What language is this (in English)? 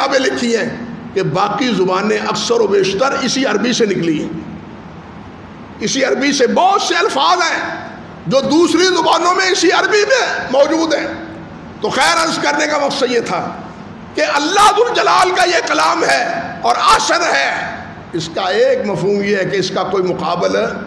Urdu